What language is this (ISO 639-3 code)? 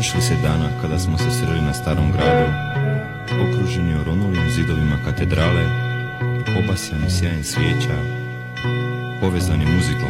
hrv